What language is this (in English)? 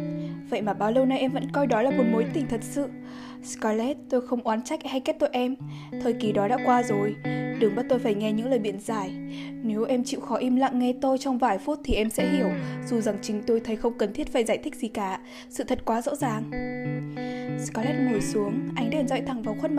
Vietnamese